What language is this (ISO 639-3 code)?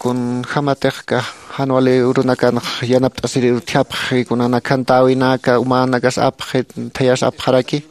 aym